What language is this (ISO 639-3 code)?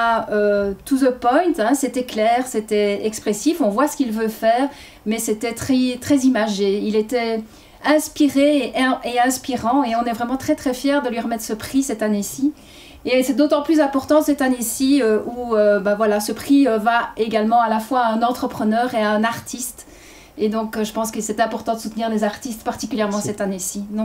fra